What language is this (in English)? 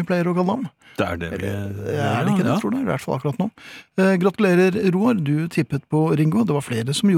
Norwegian